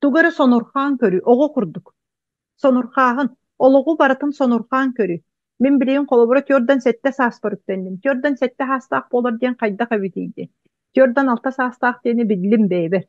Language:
Yakut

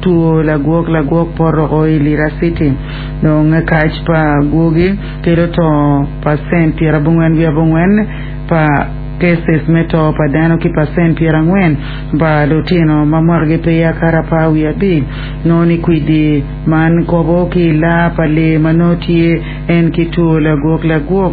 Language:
Acoli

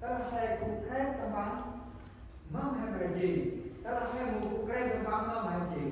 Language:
Central Mnong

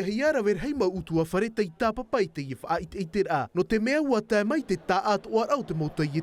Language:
Tahitian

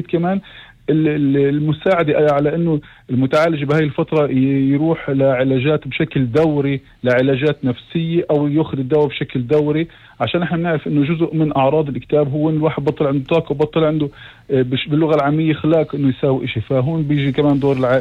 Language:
North Levantine Arabic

